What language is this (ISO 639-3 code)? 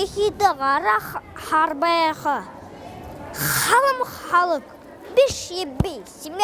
bua